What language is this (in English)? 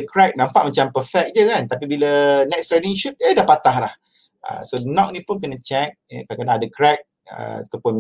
Malay